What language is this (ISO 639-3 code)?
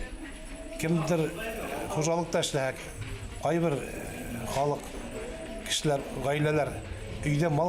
bak